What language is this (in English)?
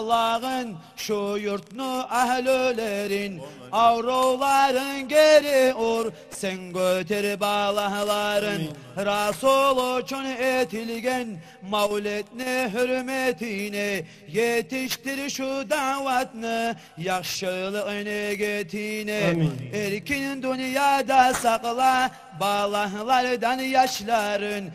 Kumyk